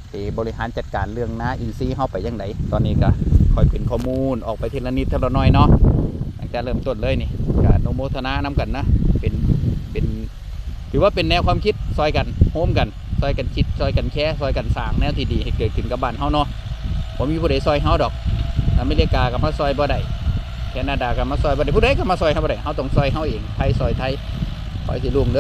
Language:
Lao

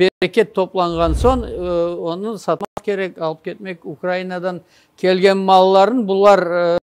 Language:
Crimean Tatar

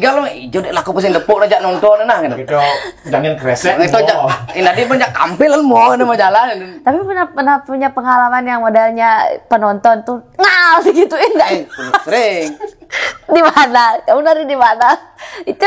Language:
Balinese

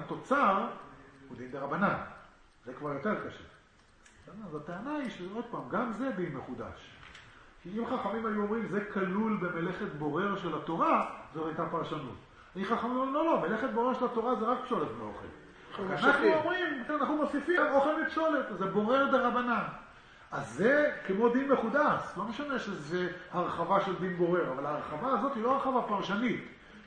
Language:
Hebrew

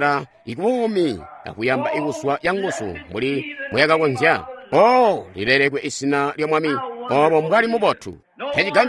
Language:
Tonga (Zambia)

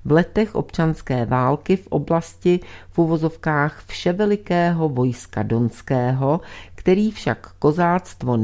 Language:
Czech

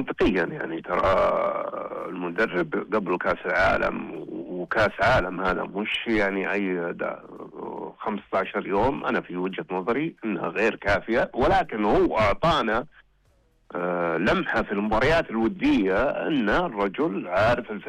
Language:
Najdi Arabic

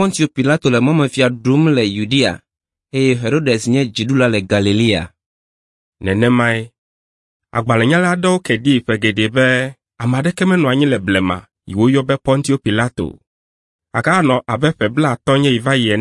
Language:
Ewe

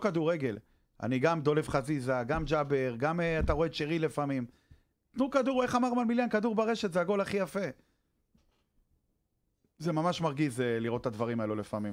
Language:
Hebrew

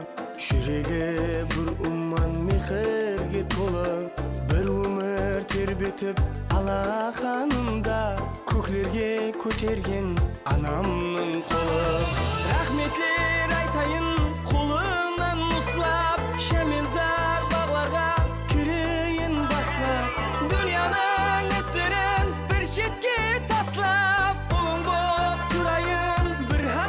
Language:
Kara-Kalpak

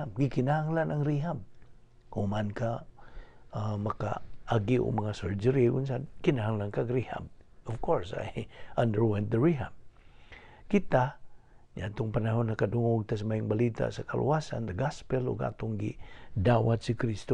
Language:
Cebuano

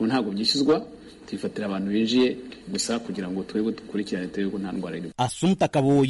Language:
Kinyarwanda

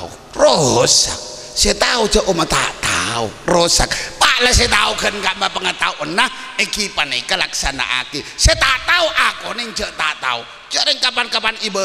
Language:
Madurese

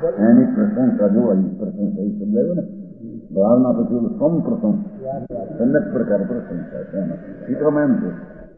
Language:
Gujarati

